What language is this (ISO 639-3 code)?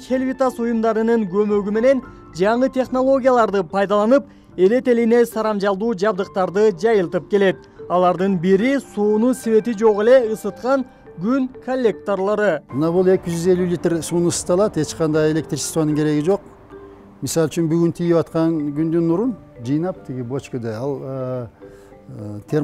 kir